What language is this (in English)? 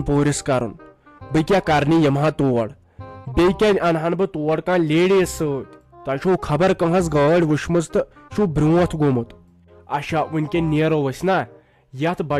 Kashmiri